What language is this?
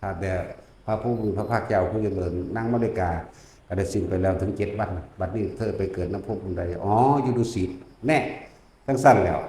Northeastern Thai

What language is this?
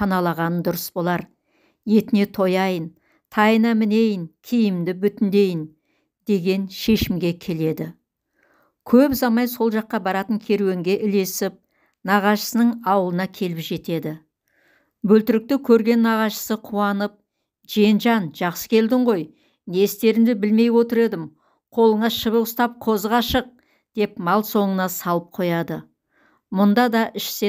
Kazakh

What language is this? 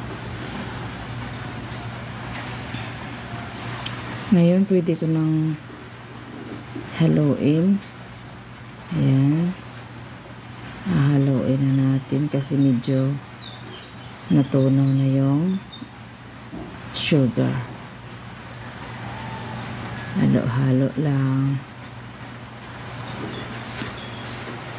Filipino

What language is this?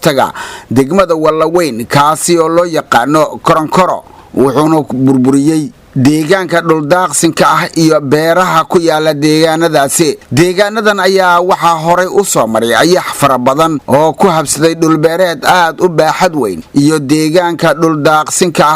Somali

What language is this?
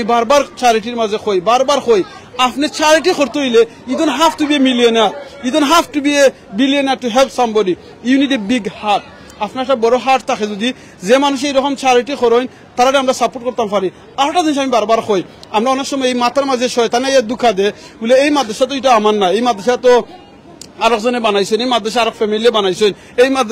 Sylheti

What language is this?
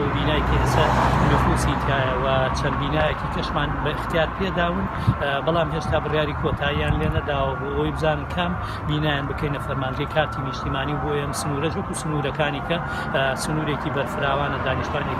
Central Kurdish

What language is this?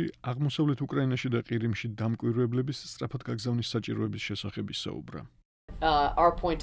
Georgian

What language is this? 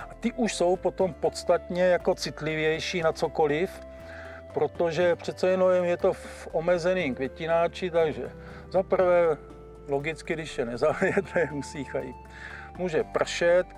Czech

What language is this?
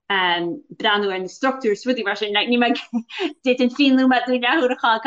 Irish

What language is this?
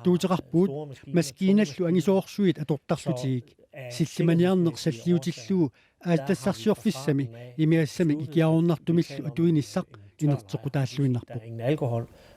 Kalaallisut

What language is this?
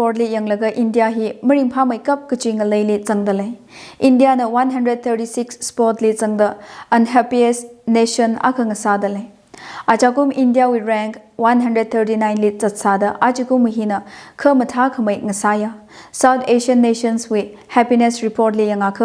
Tangkhul Naga (India)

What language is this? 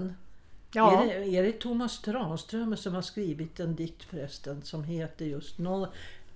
Swedish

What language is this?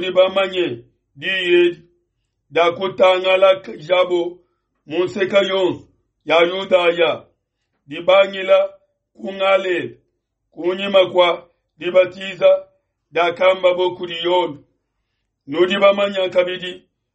Luba-Lulua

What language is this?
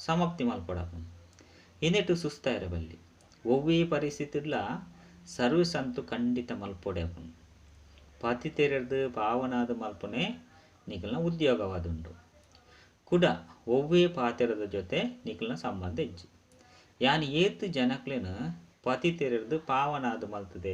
Tulu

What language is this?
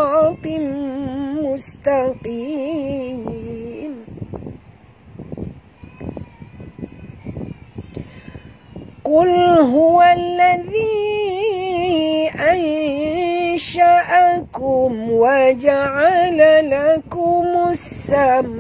Malay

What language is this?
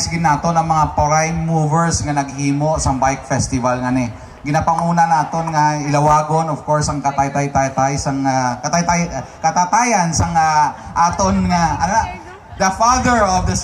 Hiligaynon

